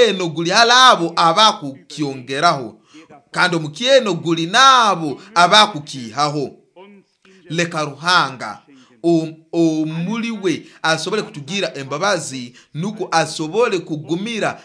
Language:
Nyoro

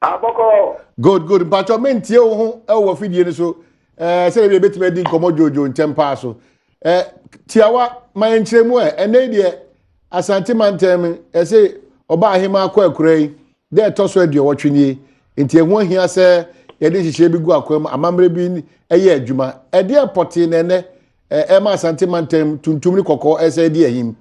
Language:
Akan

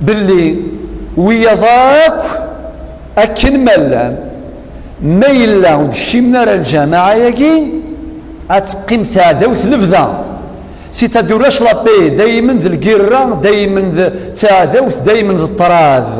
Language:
Kabyle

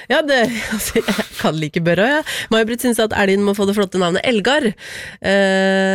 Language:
Norwegian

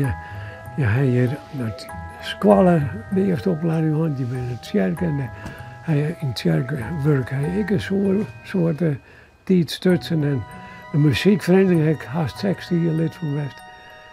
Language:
Western Frisian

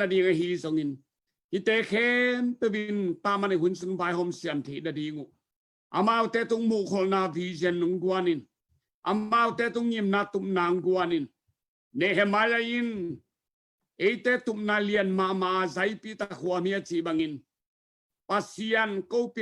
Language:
Tedim Chin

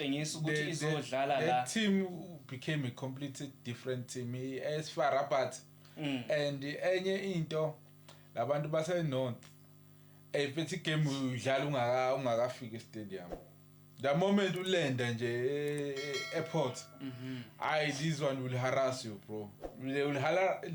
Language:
Zulu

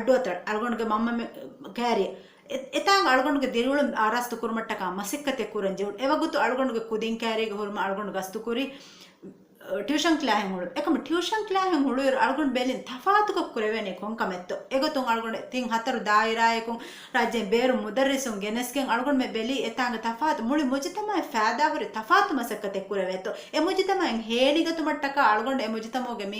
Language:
Divehi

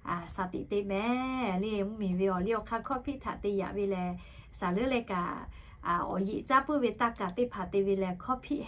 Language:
Lahu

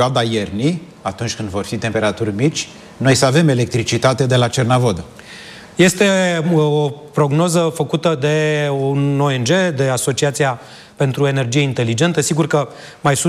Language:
Romanian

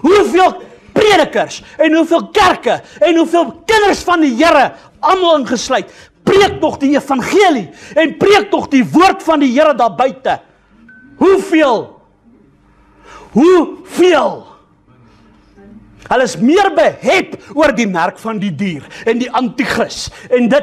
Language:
Afrikaans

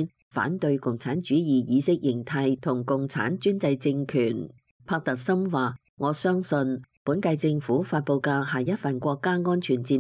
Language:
Cantonese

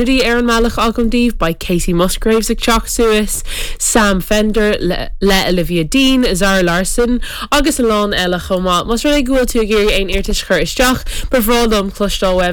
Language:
Irish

